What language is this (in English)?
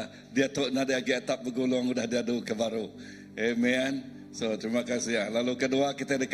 Iban